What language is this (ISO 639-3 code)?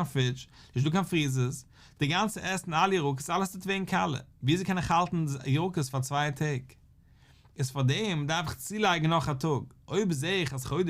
yid